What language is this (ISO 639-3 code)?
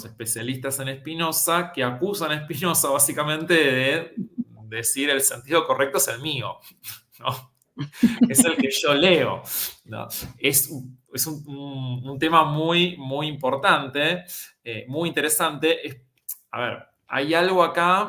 lad